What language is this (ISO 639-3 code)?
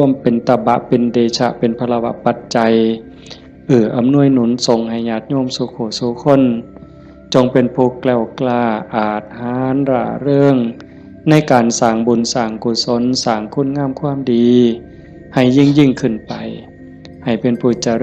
tts